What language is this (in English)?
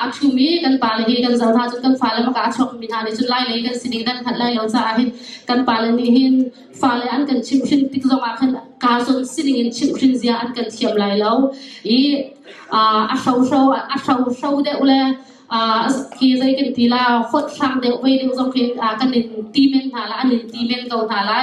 Hakha Chin